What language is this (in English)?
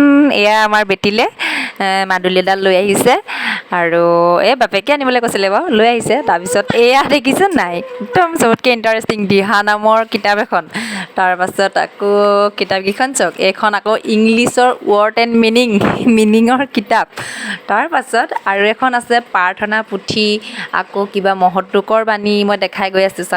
Assamese